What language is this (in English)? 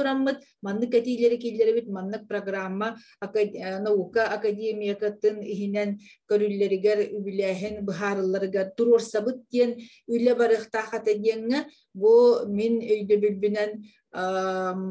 Yakut